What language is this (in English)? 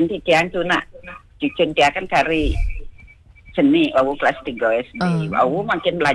Balinese